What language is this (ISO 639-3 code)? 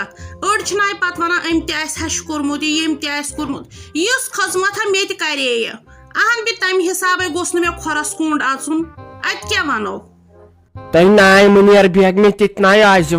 kas